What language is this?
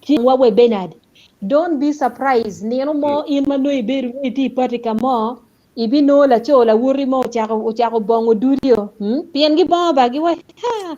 Acoli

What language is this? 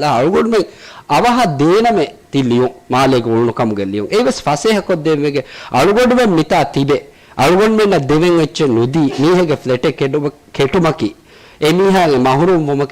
Divehi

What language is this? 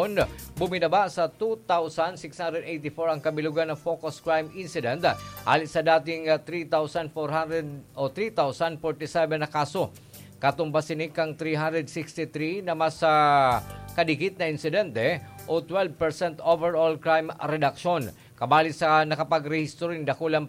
Bikol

